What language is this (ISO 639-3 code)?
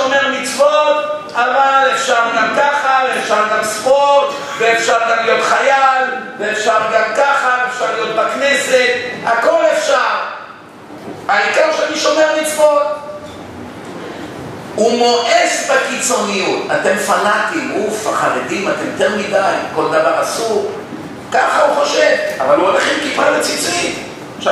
heb